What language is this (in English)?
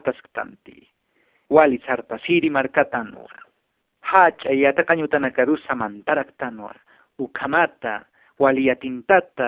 Aymara